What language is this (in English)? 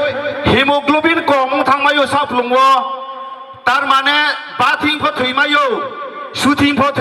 Riang (India)